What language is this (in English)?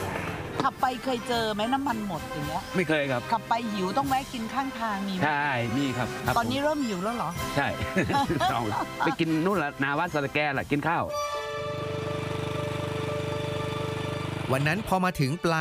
Thai